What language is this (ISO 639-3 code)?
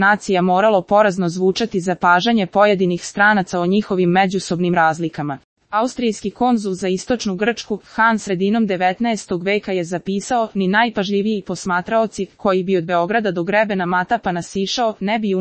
srp